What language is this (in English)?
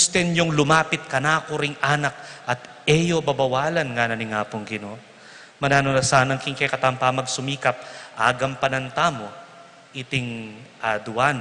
Pampanga